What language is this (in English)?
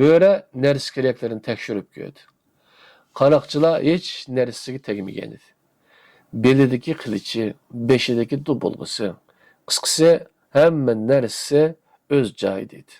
Uyghur